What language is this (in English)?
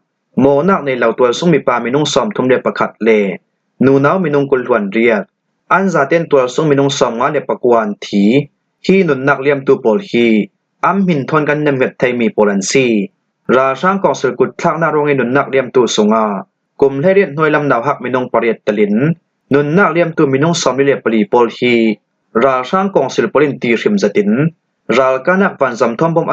Hakha Chin